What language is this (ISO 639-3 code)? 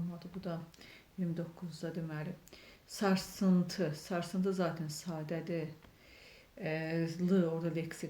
aze